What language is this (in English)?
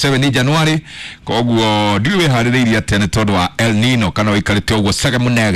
Kikuyu